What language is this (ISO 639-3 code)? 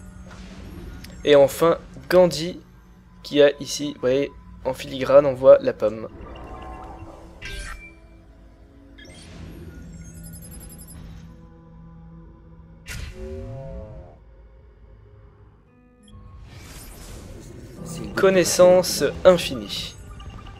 fra